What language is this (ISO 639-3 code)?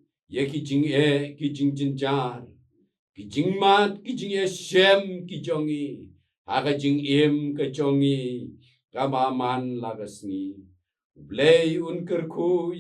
kha